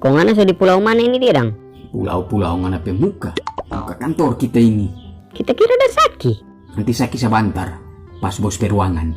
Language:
Manado Malay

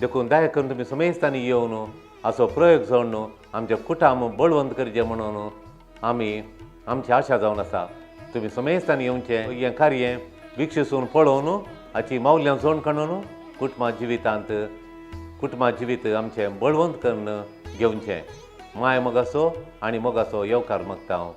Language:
Konkani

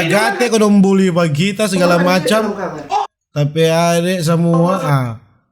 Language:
Manado Malay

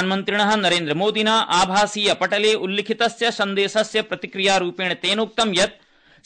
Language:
Sanskrit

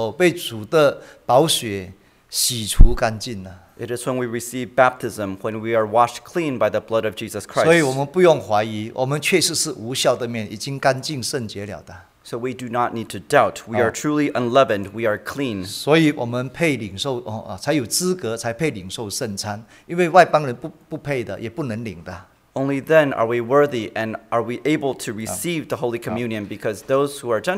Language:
Chinese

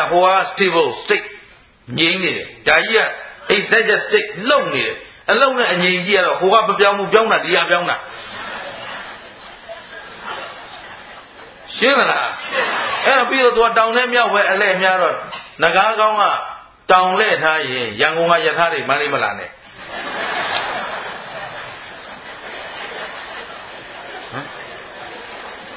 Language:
Burmese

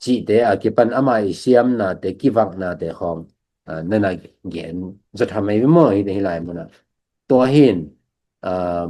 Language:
Tedim Chin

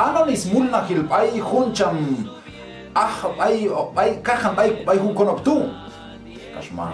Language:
Q'anjob'al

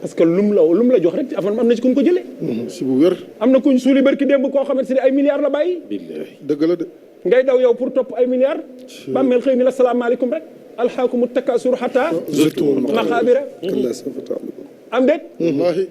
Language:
Wolof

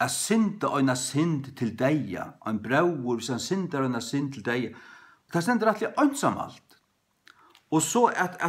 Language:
Faroese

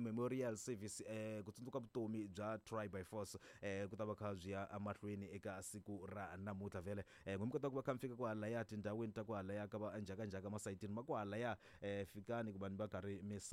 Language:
Tsonga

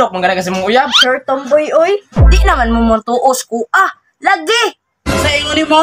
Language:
Cebuano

